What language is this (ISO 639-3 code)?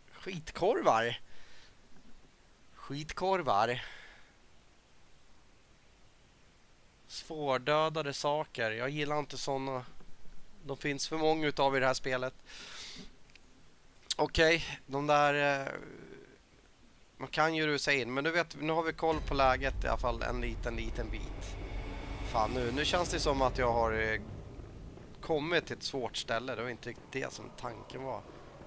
swe